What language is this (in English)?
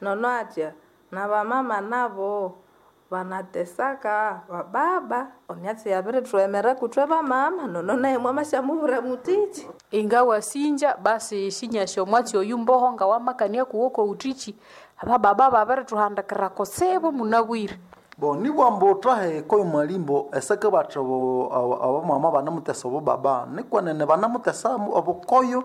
Nande